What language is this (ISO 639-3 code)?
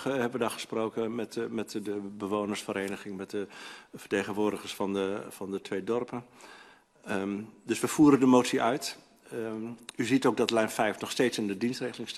nld